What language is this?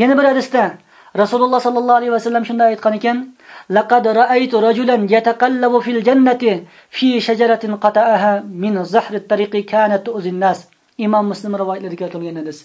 Uyghur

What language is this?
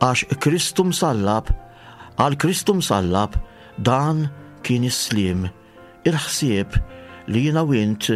Maltese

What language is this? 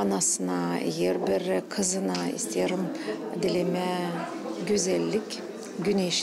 Gagauz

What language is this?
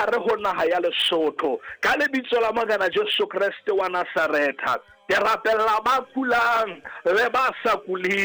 Southern Sotho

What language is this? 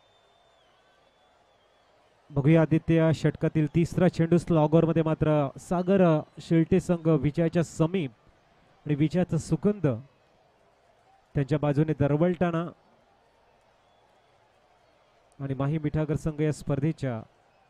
Marathi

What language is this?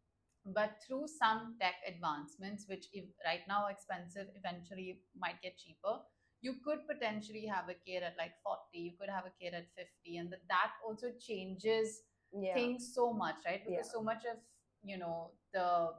English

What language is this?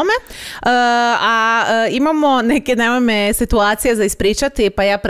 Croatian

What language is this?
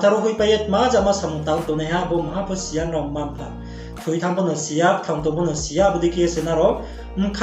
Riang (India)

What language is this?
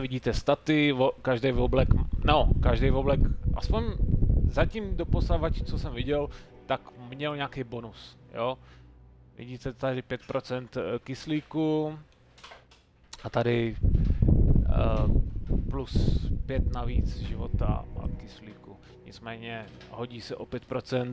Czech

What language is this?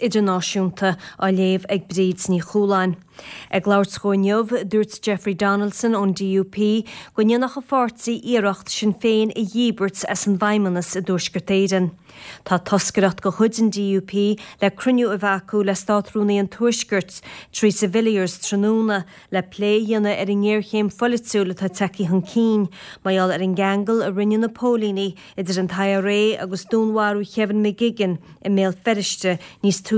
Irish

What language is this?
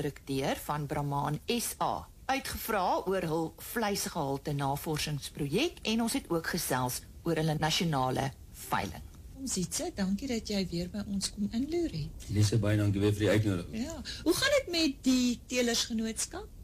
Afrikaans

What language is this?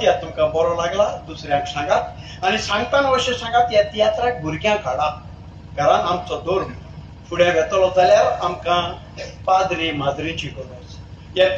Konkani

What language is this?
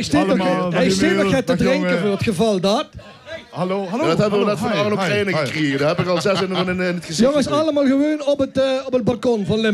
Limburgish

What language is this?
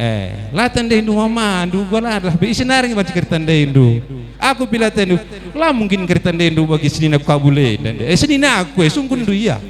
Batak Karo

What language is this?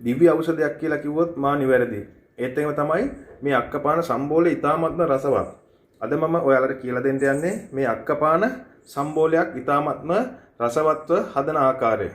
Sinhala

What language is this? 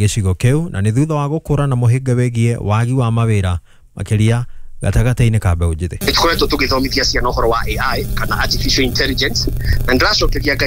Kikuyu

